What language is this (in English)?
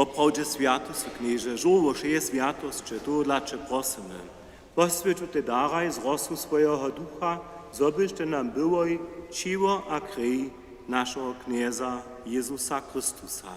Upper Sorbian